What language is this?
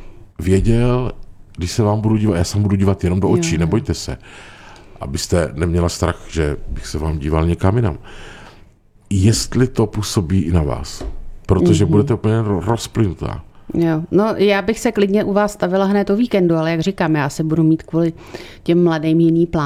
Czech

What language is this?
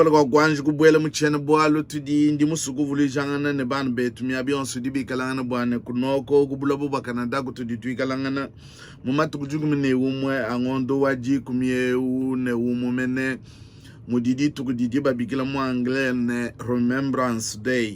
Luba-Lulua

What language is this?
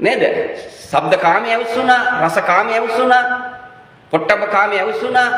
Sinhala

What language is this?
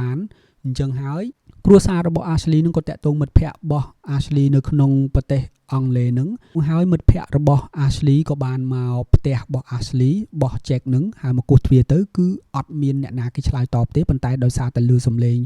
Khmer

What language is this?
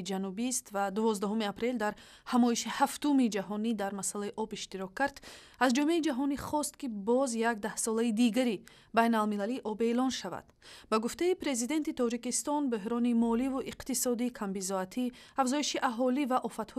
Tajik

